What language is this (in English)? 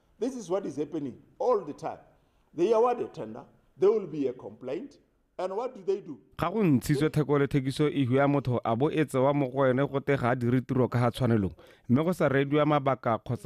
Tswana